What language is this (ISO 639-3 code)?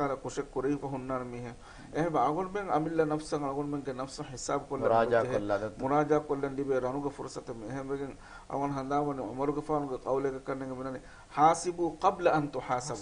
div